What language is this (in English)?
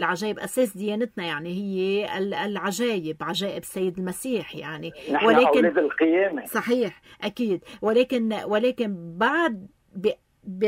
North Levantine Arabic